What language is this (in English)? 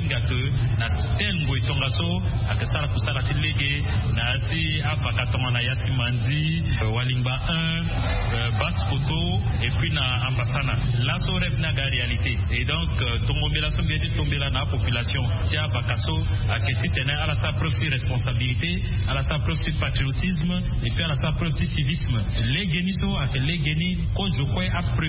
Sango